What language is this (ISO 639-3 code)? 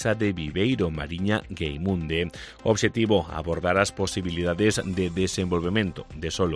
glg